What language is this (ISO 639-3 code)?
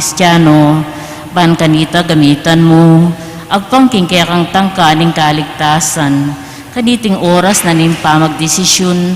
pam